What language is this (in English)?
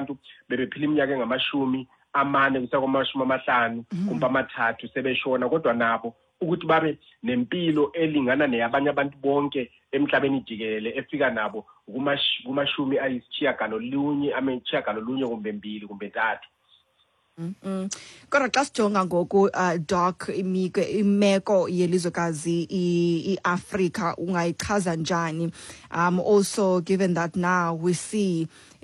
Xhosa